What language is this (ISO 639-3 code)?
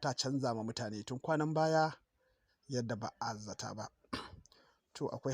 hau